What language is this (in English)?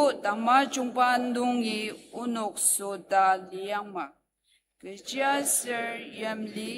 Ao Naga